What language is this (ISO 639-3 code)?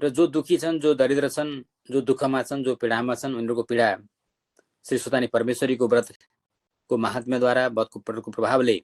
nep